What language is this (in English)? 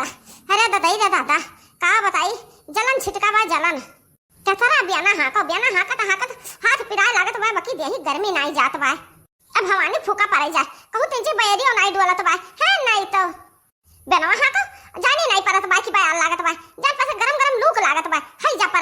Awadhi